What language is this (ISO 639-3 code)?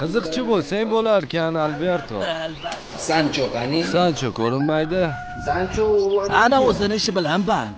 uzb